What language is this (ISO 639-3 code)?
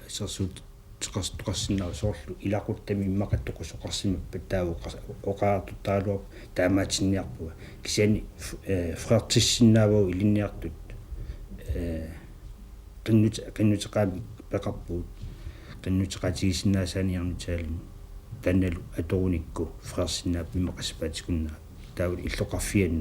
kal